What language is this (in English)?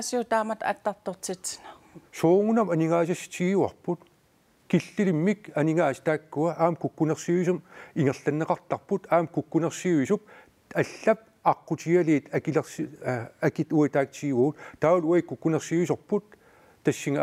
Kalaallisut